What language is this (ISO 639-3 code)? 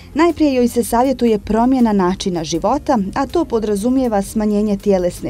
bos